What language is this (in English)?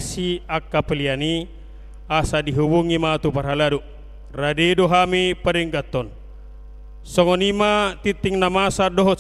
Batak Toba